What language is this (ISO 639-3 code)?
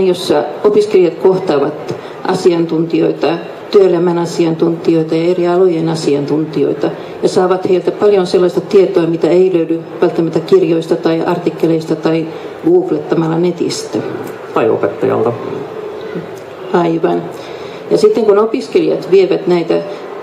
fin